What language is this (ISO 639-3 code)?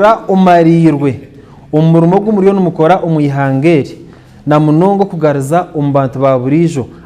nyn